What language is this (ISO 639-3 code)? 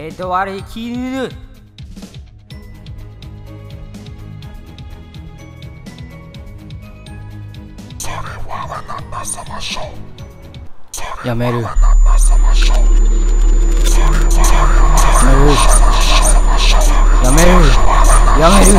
jpn